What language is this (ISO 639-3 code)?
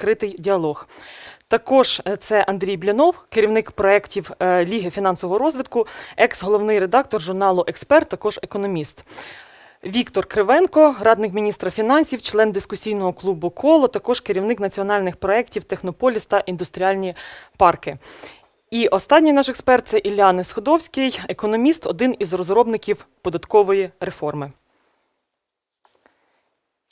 ukr